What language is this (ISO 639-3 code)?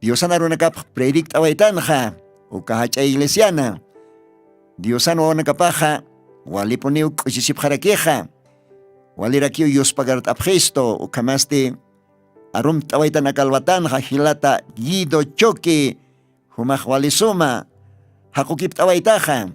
aym